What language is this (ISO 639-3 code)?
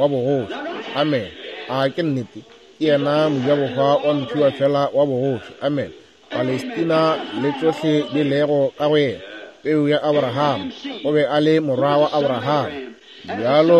nso